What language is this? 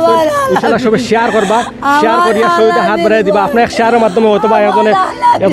Sylheti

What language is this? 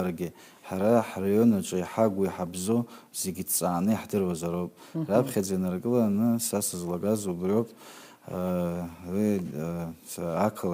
Abkhazian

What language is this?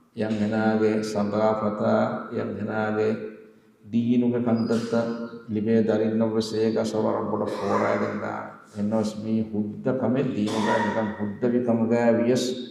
Divehi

